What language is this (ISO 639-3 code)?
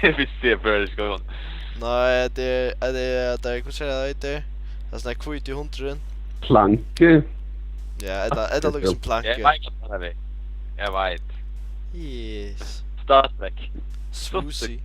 fao